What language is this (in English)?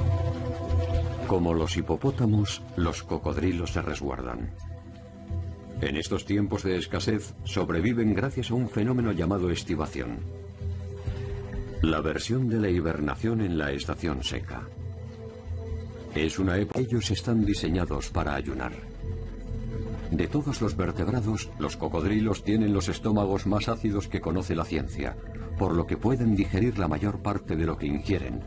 Spanish